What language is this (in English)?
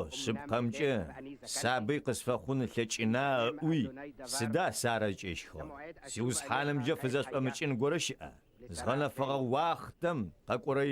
Adyghe